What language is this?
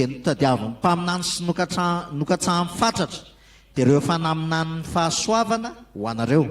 Malagasy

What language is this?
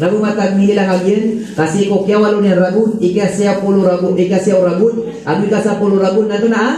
Maranao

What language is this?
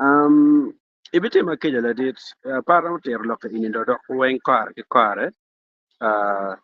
Acoli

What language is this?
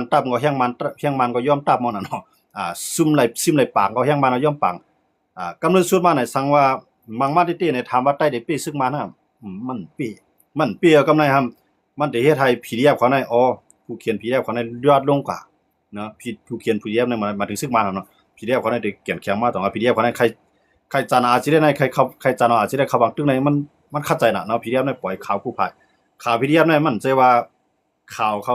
Shan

